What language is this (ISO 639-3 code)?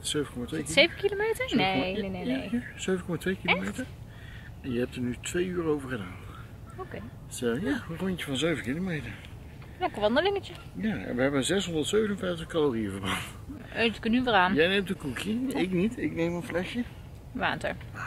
nld